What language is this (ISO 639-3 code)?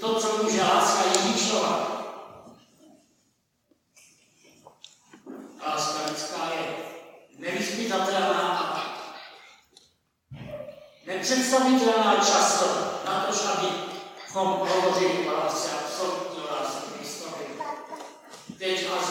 ces